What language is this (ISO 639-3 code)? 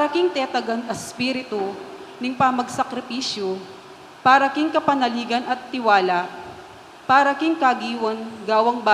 pam